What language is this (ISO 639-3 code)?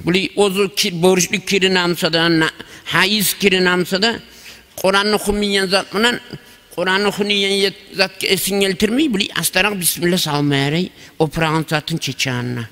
kum